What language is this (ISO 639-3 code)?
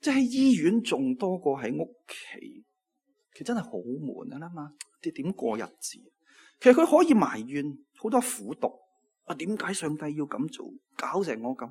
yue